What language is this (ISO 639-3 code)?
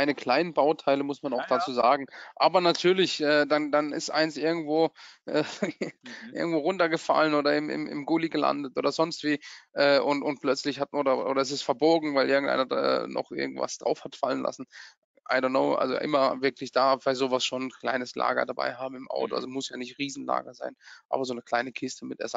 deu